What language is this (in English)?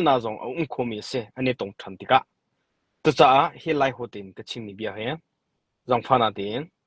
Hakha Chin